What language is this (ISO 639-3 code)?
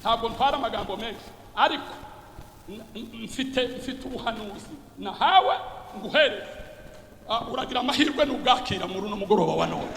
run